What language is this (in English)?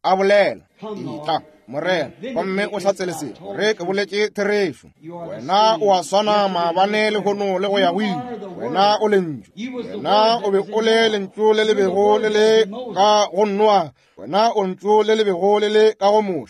Northern Sotho